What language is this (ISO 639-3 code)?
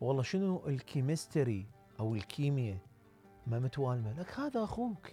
acm